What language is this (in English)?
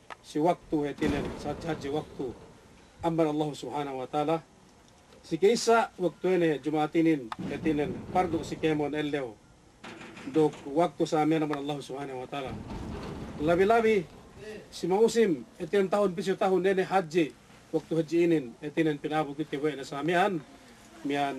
Yakan